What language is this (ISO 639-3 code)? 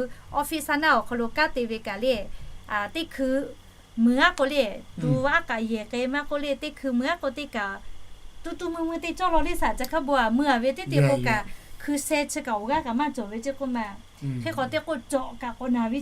lhu